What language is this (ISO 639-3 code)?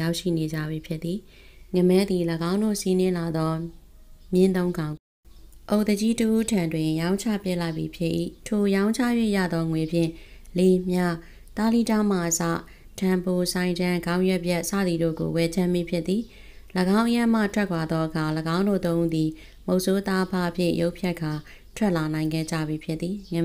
mya